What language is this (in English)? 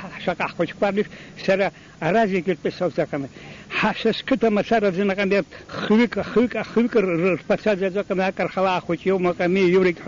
Abkhazian